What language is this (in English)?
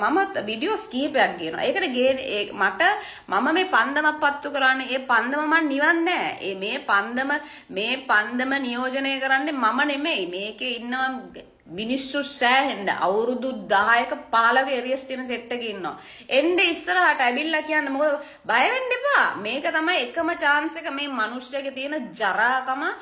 Sinhala